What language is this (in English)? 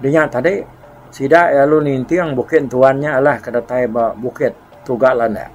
Iban